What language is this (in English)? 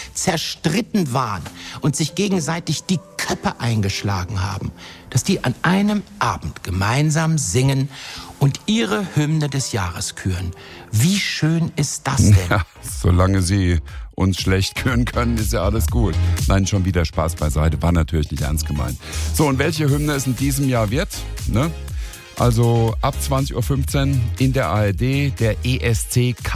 German